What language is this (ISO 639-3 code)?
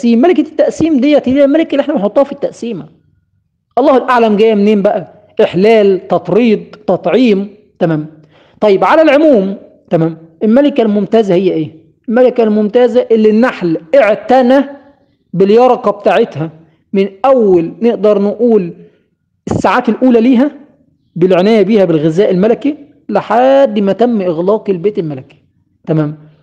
arz